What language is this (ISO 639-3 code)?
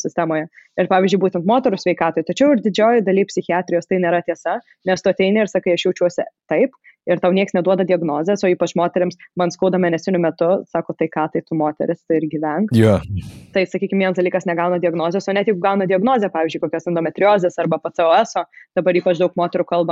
lit